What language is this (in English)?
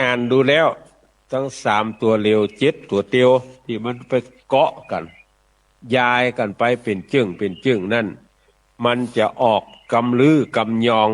Northern Thai